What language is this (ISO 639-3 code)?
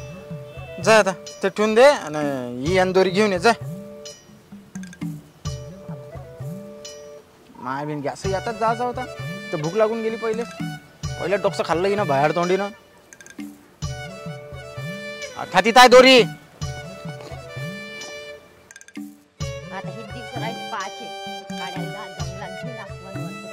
mar